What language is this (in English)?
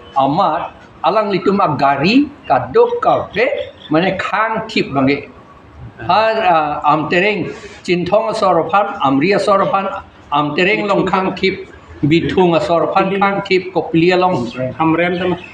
Karbi